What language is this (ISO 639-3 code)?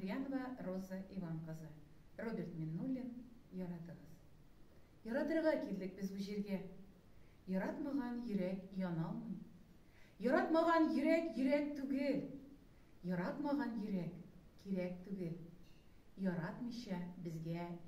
tat